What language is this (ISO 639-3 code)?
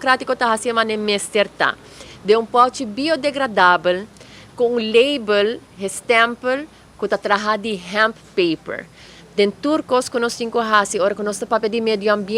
pap